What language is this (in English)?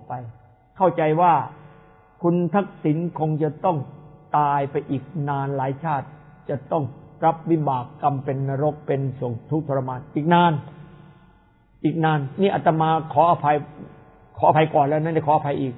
Thai